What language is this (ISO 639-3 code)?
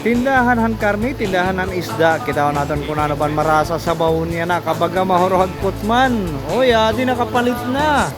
war